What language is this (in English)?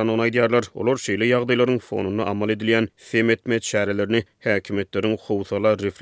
Turkmen